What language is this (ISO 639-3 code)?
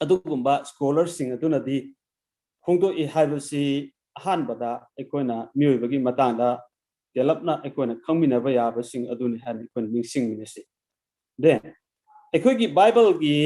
mni